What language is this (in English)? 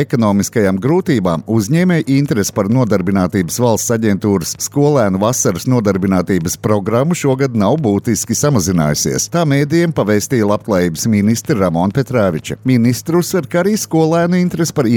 Latvian